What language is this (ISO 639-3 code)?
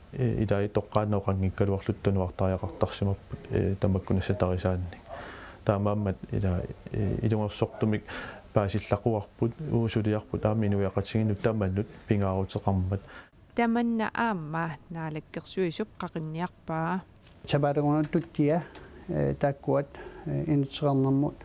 kal